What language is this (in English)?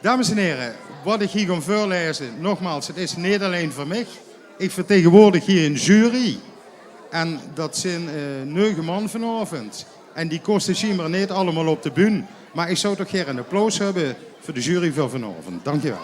Limburgish